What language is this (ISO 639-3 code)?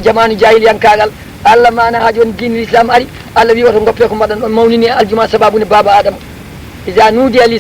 ful